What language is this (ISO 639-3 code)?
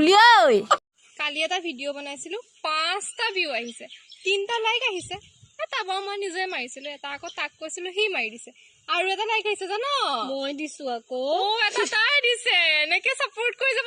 asm